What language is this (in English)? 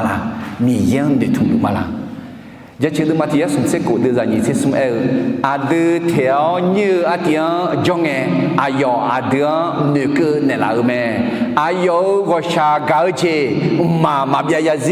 Akha